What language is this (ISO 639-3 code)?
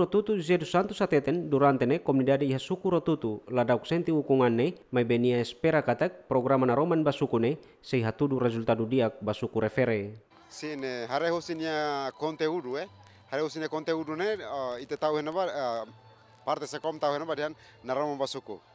tet